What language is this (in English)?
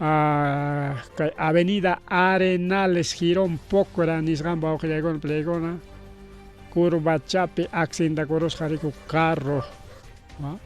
Ayacucho Quechua